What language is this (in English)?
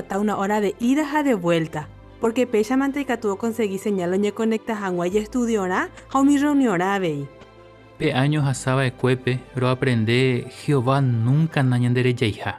Guarani